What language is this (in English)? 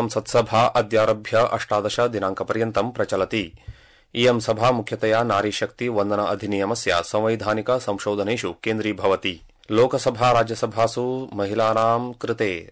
Sanskrit